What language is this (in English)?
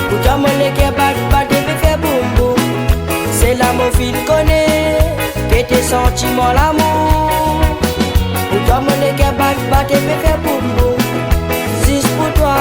Réunion Creole French